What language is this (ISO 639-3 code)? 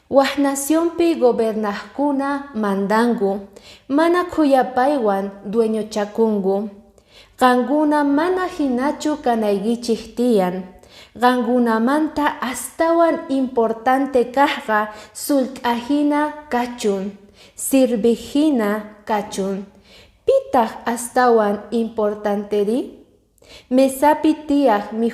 que